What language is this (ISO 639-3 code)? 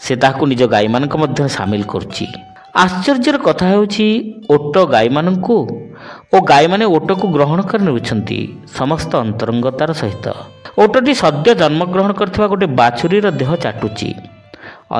ori